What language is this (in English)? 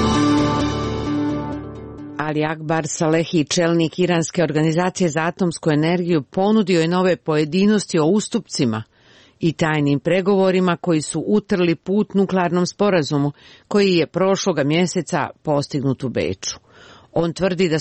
Croatian